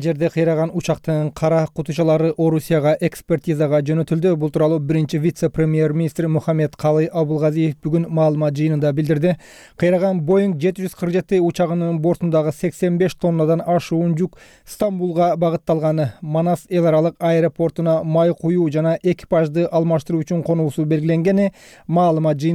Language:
Kyrgyz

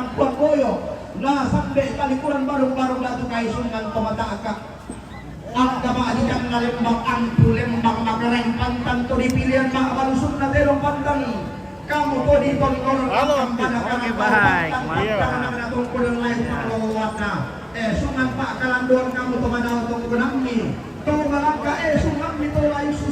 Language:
Toraja-Sa'dan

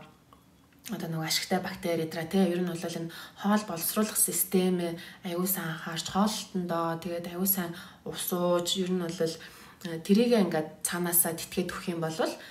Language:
Mongolian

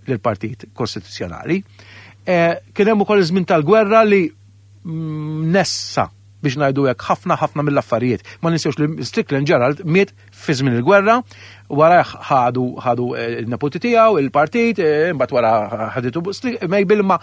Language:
Maltese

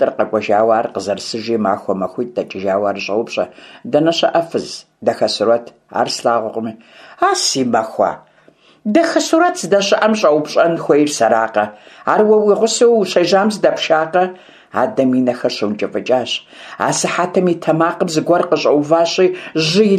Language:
Kabardian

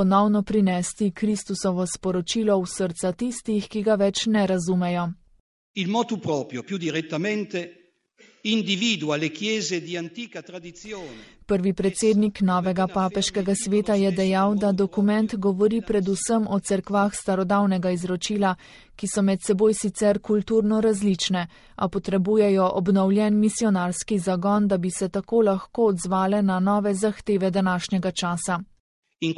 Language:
Slovenian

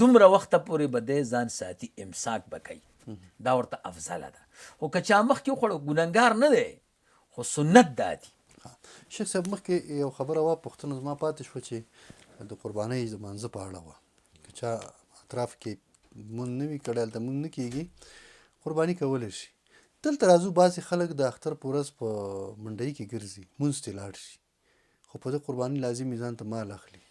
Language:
Pashto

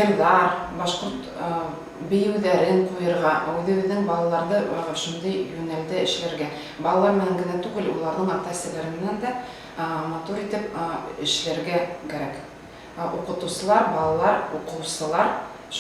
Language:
Bashkir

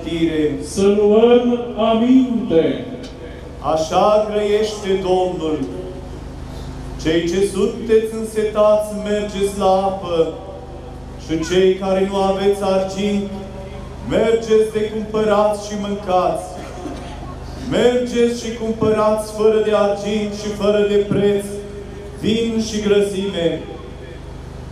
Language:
Romanian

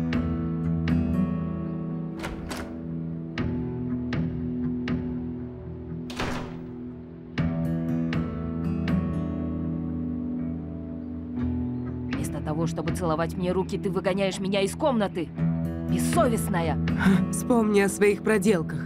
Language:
Russian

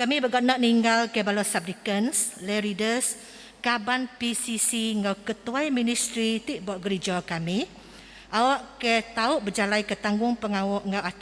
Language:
Iban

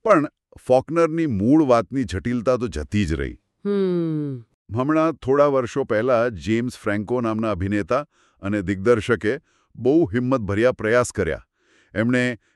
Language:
Gujarati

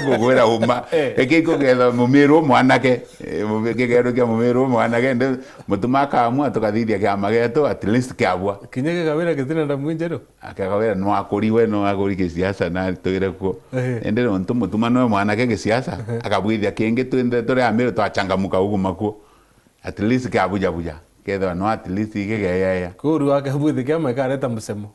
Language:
Meru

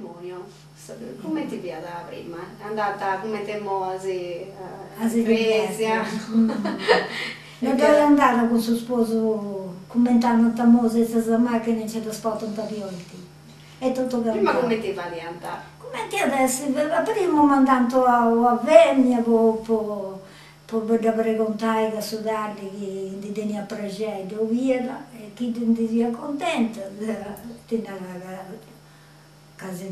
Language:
Sardinian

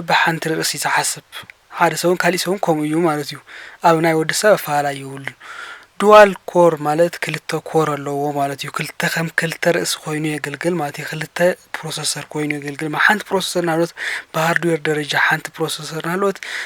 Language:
Tigrinya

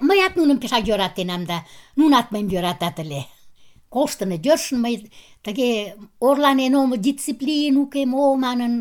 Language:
Mari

